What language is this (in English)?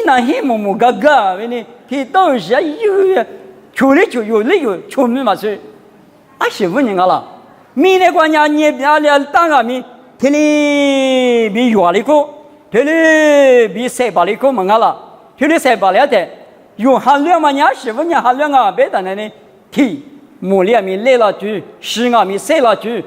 Lisu